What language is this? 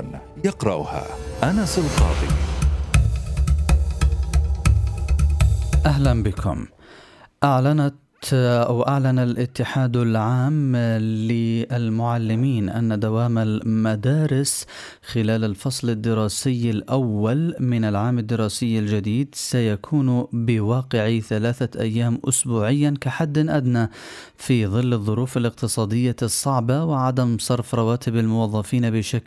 Arabic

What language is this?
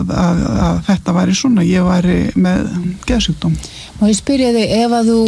Icelandic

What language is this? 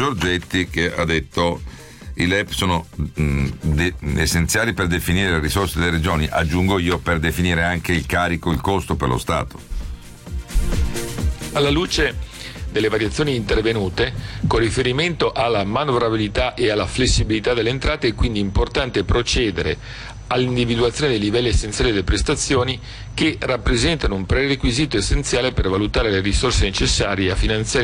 Italian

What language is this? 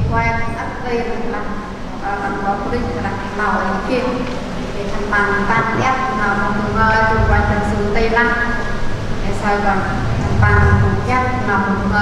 Central Mnong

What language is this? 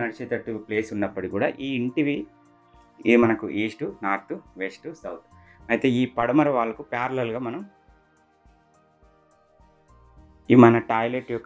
Telugu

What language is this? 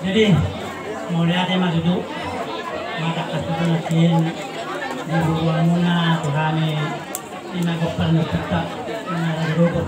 Batak Toba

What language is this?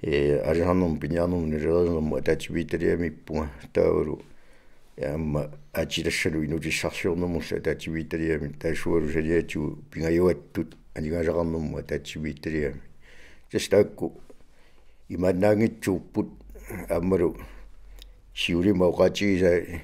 Kalaallisut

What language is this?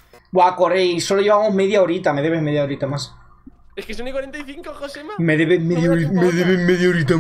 Spanish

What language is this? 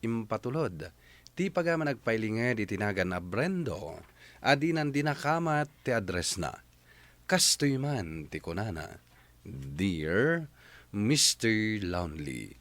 Iloko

